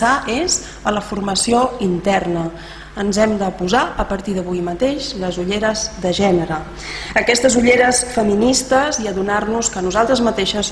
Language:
Catalan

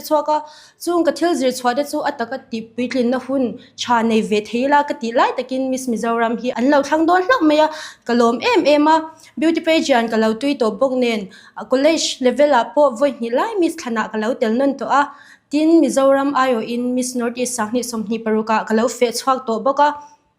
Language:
Mizo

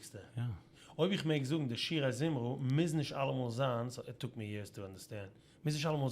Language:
Yiddish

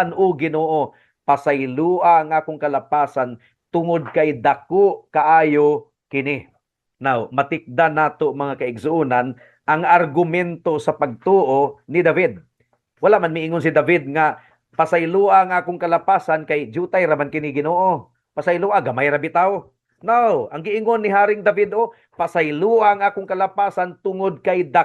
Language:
Cebuano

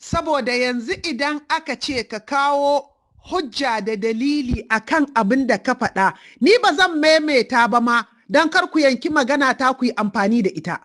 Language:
Hausa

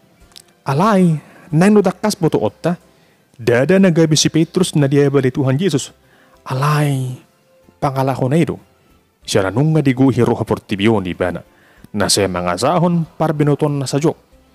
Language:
Batak Toba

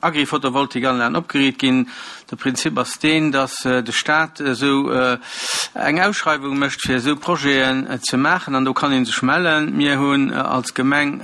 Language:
Luxembourgish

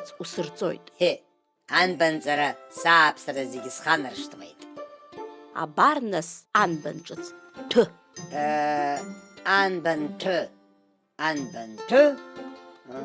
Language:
Abkhazian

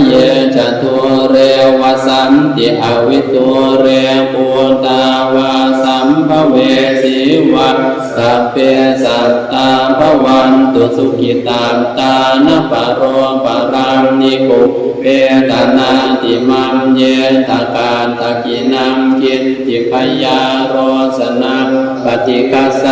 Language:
Pali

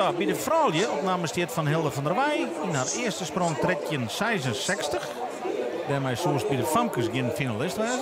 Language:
Western Frisian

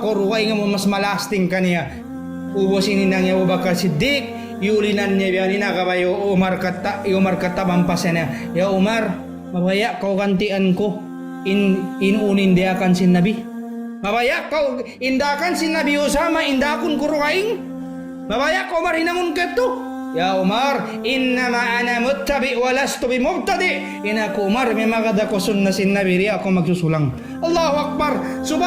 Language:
Tausug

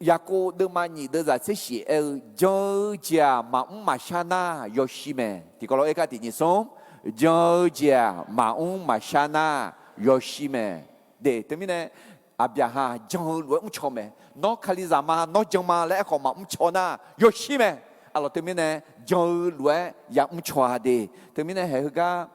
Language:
Akha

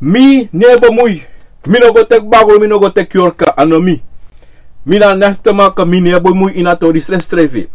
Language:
Sranan Tongo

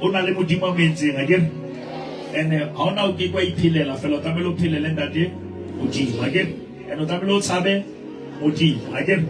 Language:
Southern Sotho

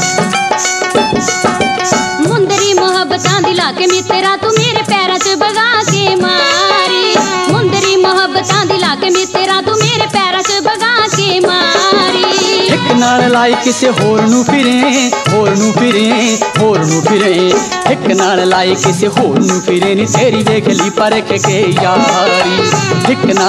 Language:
Punjabi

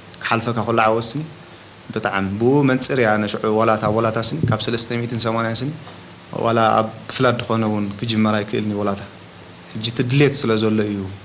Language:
Tigrinya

